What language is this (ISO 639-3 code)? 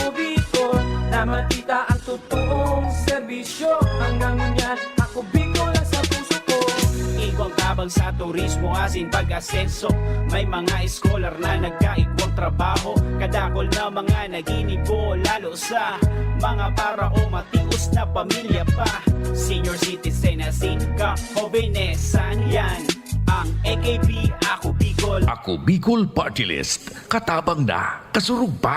bik